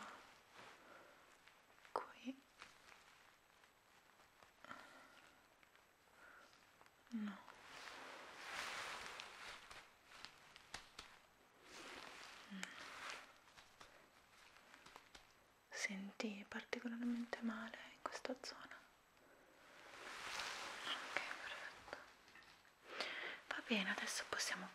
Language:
Italian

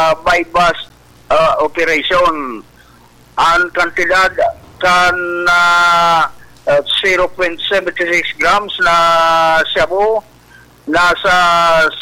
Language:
Bikol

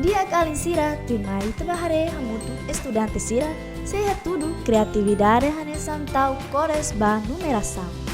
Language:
Tetum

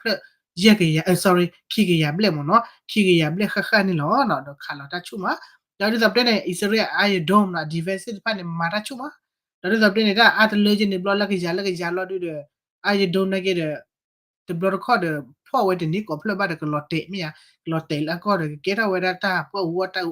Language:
S'gaw Karen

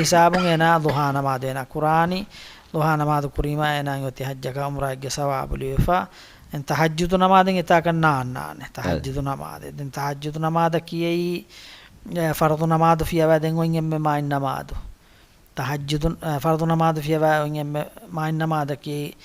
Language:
Divehi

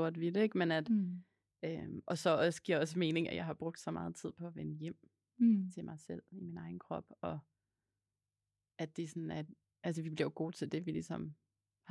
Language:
Danish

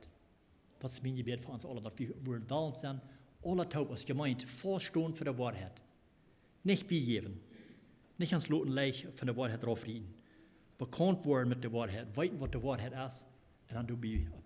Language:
Plautdietsch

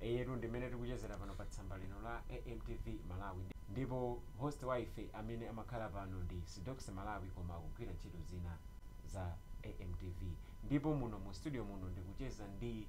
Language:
Nyanja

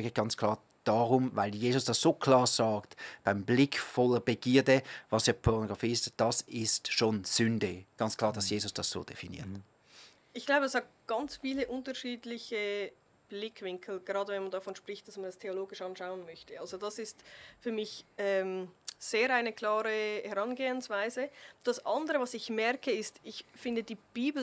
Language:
Swiss German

